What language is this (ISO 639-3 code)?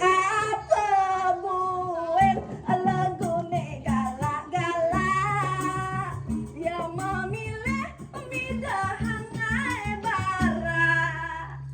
ban